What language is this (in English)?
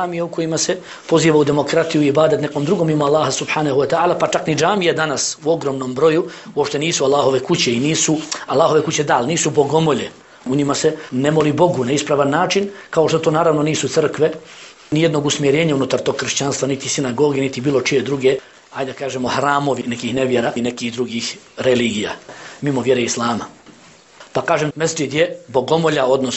Bosnian